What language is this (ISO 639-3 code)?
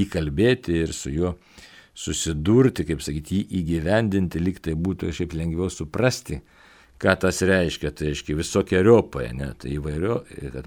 lit